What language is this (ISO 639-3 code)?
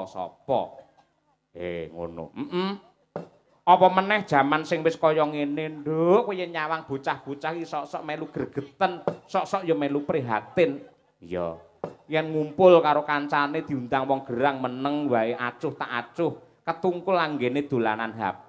jav